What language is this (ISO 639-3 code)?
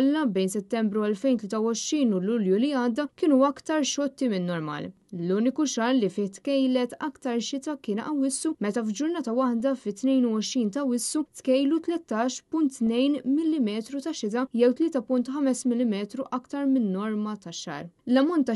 mlt